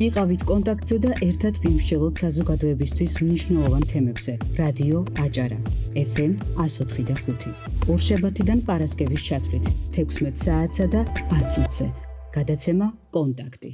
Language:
Georgian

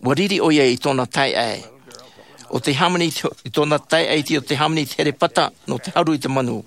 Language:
Tahitian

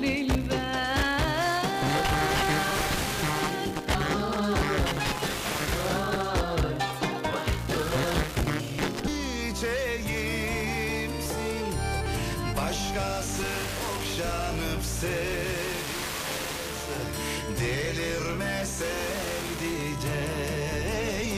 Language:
Turkish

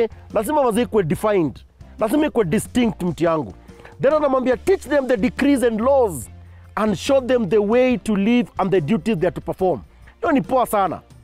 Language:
Swahili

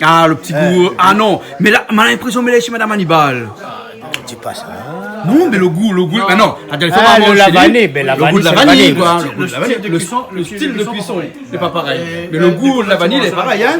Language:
Réunion Creole French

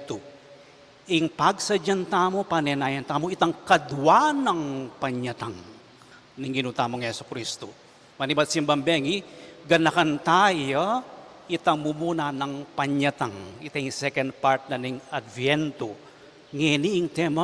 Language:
Pampanga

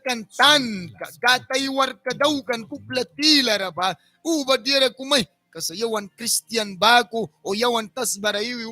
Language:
Mískito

